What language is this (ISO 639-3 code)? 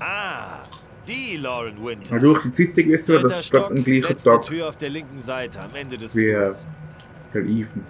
gsw